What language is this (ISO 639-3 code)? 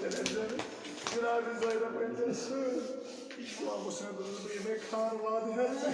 kas